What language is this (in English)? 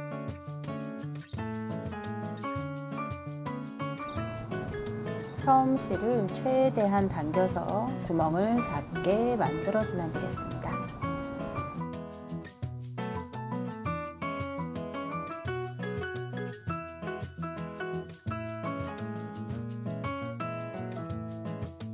Korean